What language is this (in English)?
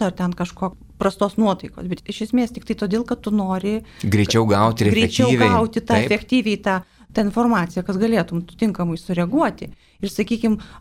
Lithuanian